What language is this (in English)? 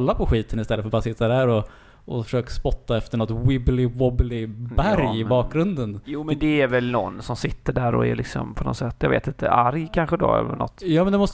Swedish